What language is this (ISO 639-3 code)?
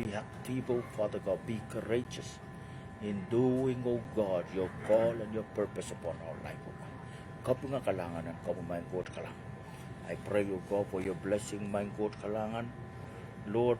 pon